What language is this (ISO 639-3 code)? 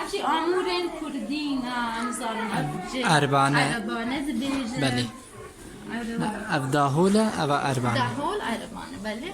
kur